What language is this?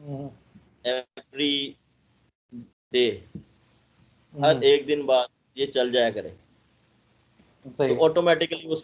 Hindi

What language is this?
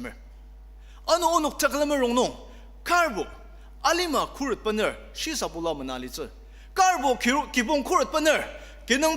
Ao Naga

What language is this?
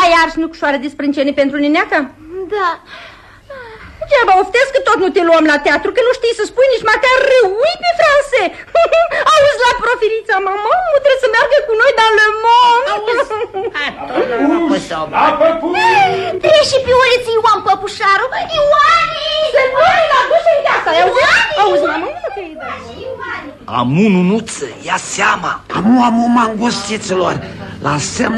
Romanian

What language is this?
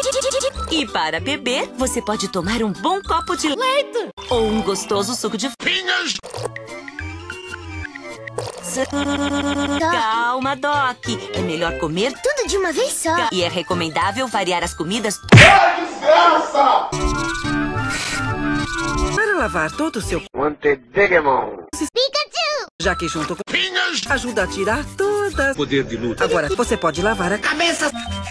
Portuguese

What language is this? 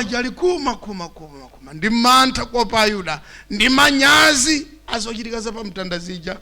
Nyanja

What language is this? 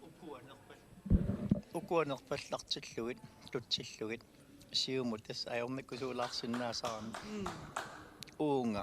Kalaallisut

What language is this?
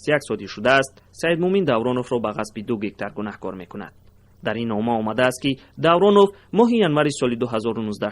Tajik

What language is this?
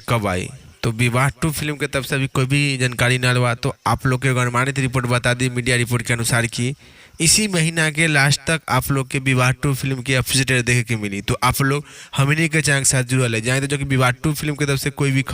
Bhojpuri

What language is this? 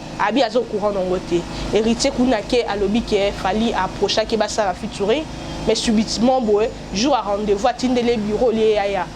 Lingala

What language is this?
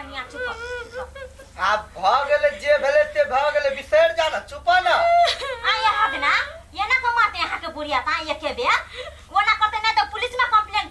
Maithili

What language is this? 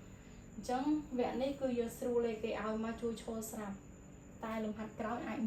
Khmer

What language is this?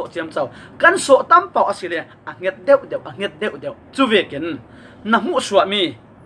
Falam Chin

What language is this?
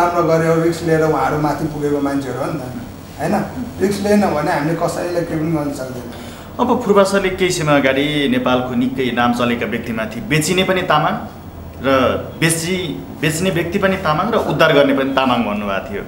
Nepali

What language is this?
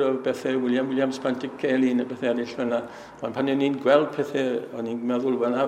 Welsh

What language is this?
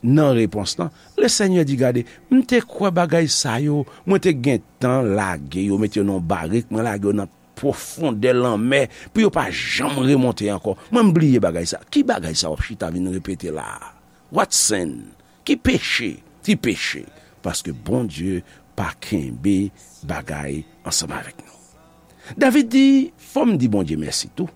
Haitian Creole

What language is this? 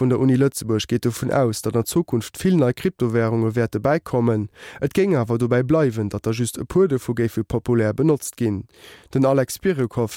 Luxembourgish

